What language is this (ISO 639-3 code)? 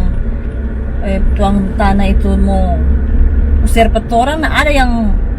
xmm